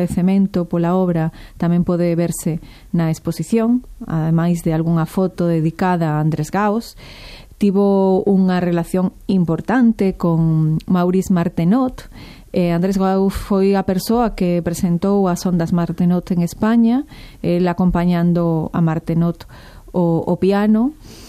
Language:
Galician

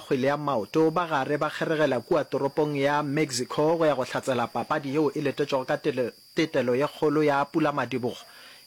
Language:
Northern Sotho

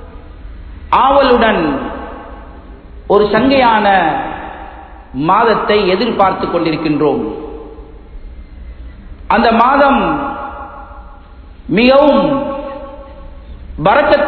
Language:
Tamil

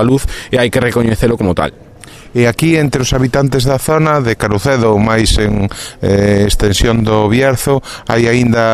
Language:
Galician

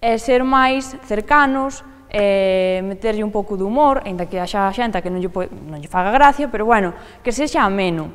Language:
Galician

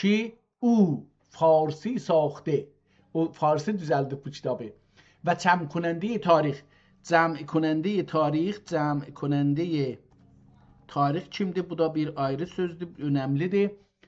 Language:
South Azerbaijani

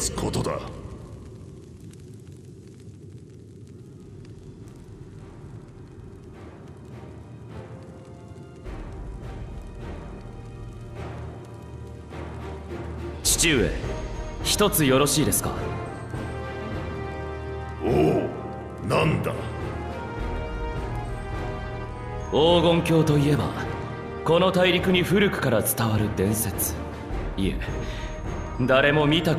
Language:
Japanese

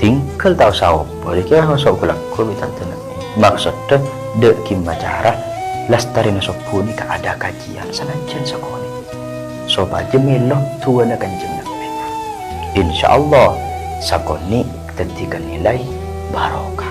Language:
Madurese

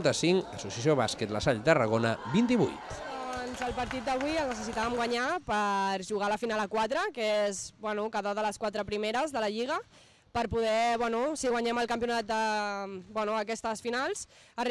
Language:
Catalan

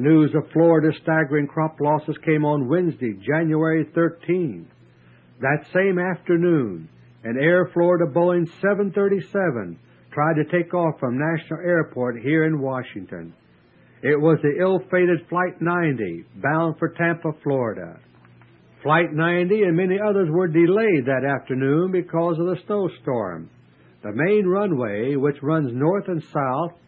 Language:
English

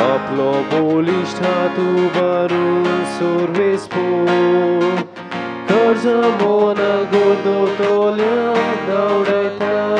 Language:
Konkani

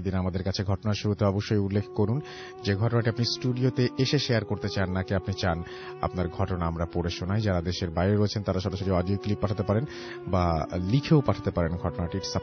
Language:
Bangla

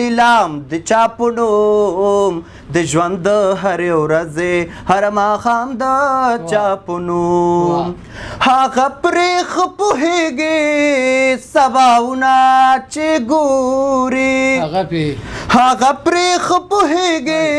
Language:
Pashto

